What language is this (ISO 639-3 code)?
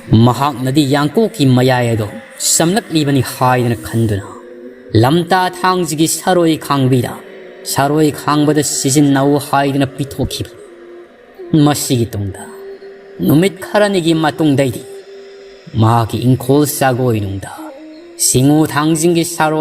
mni